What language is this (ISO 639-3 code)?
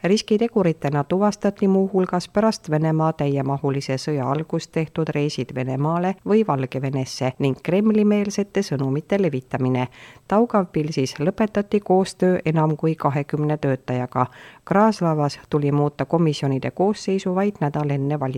est